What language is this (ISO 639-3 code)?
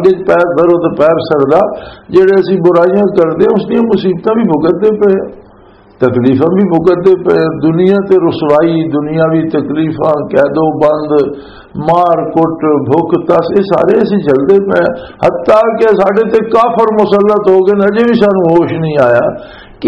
lah